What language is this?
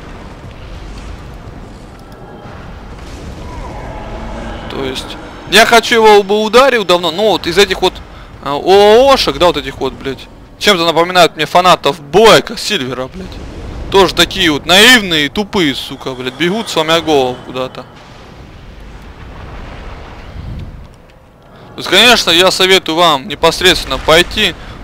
Russian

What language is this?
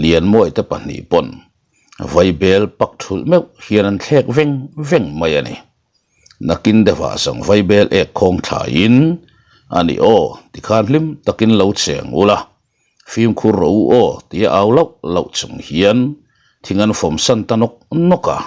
Mizo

